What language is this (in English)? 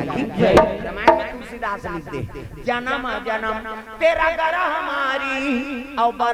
Chhattisgarhi